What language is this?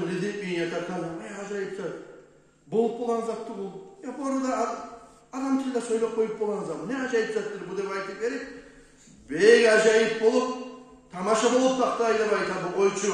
Kumyk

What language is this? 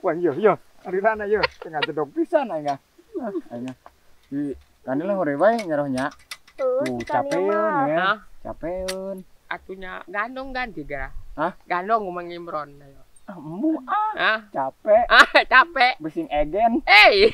Sundanese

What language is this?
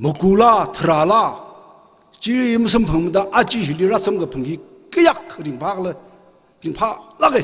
Tangkhul Naga (India)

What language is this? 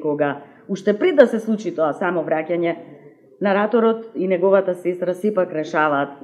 Macedonian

